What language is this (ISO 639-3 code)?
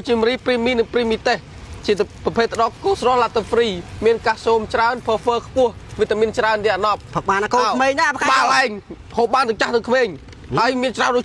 khm